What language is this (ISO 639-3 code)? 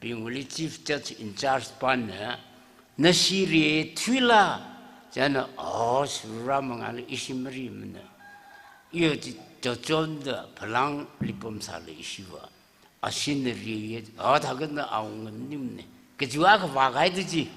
nmf